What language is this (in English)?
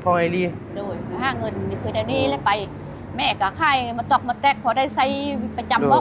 Northeastern Thai